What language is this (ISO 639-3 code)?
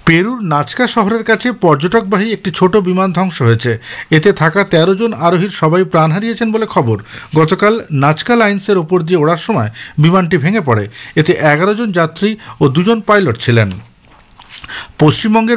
ben